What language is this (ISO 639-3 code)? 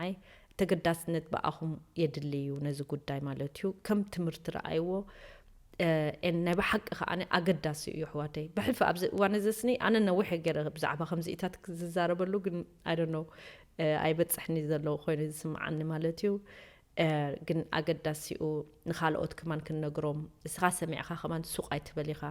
tir